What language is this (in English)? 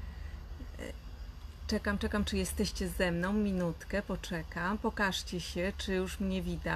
Polish